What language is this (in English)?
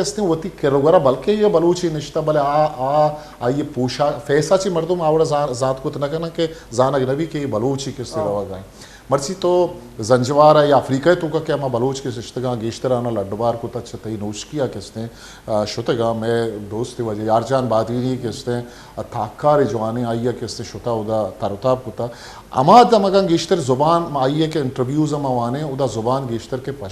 Baluchi